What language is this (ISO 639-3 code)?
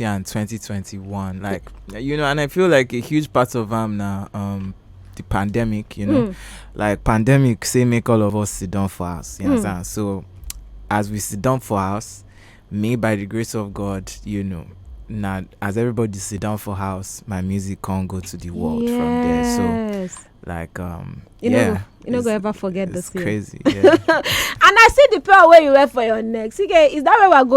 pcm